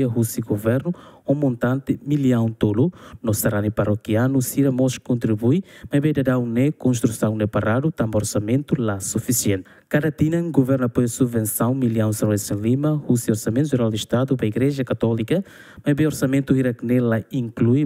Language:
Tetum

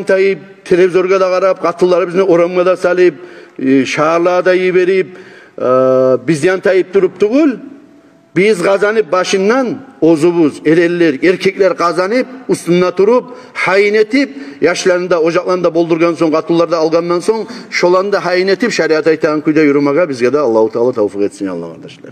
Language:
Kumyk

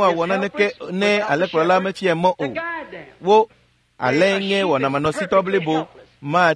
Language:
Ewe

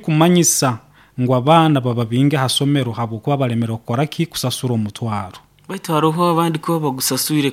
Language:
Nyoro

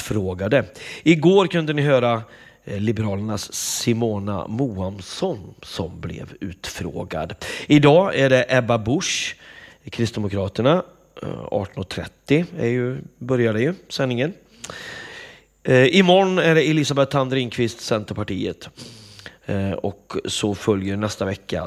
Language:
Swedish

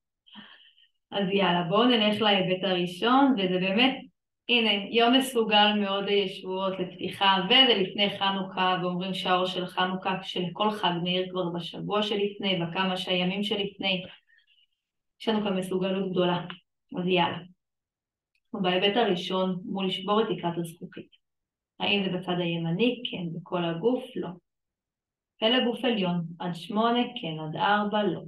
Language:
Hebrew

